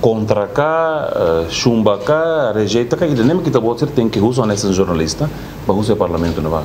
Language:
Tetum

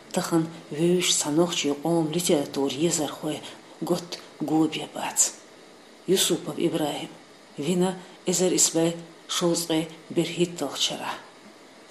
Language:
Chechen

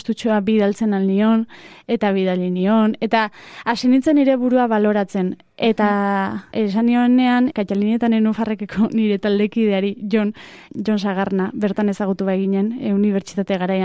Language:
Basque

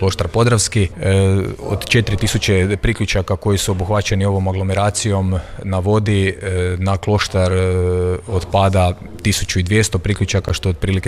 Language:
Croatian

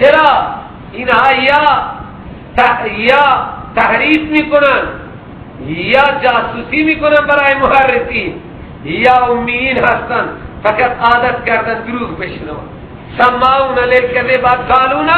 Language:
Persian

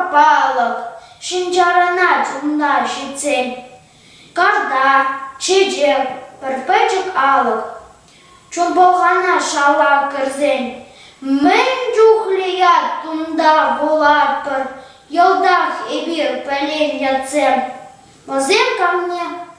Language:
Chuvash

